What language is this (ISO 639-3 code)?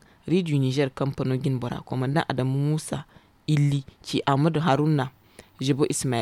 dje